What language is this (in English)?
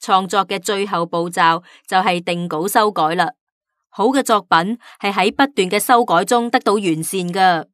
Cantonese